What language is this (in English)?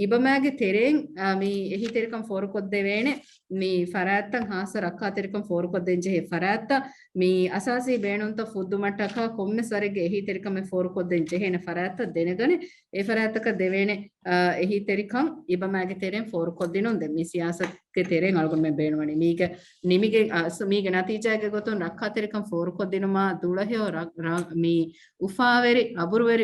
Divehi